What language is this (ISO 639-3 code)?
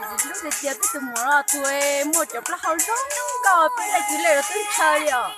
hmn